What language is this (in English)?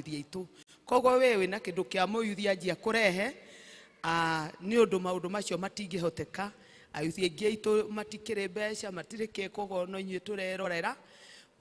Kikuyu